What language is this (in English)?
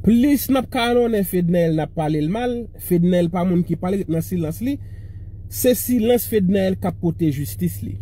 Haitian Creole